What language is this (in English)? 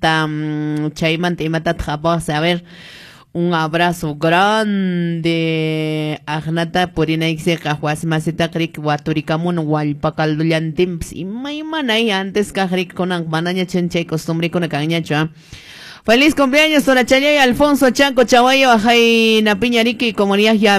Quechua